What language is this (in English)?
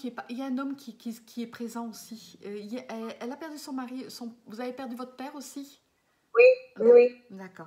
French